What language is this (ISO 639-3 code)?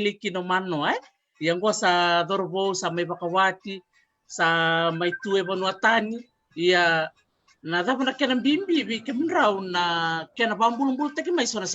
fij